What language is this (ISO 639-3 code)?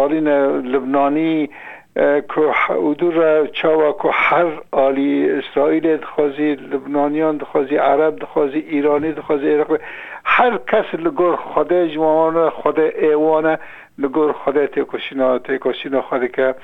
kur